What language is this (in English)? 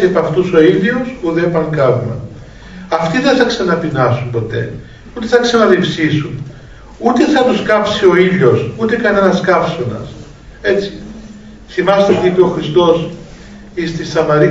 Greek